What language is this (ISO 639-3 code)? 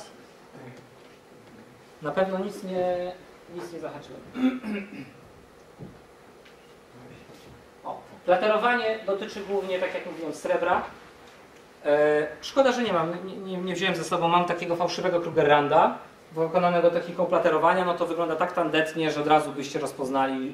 pol